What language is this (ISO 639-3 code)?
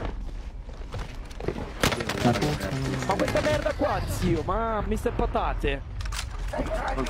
ita